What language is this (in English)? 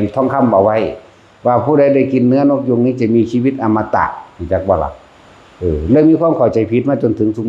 Northeastern Thai